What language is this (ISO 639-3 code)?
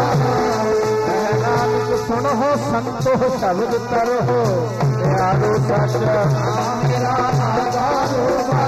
pan